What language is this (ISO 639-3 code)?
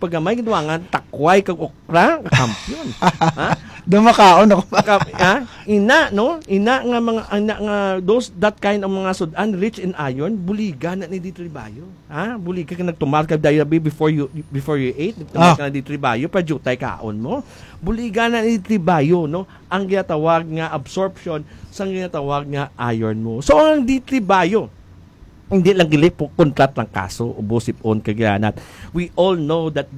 hil